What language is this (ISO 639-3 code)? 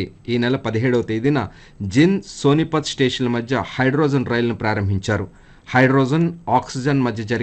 tel